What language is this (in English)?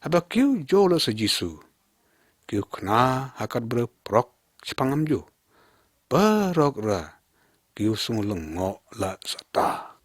Lyngngam